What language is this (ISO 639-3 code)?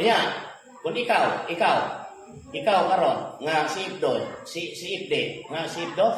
ceb